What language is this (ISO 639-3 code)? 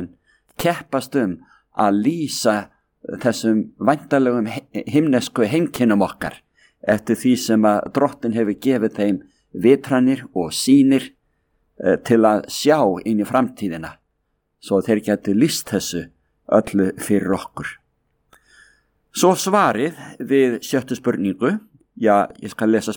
isl